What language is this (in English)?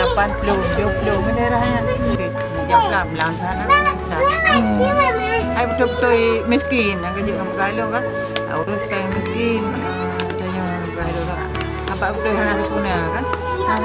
Achinese